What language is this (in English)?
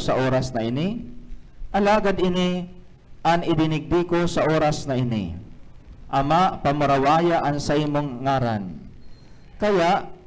Bikol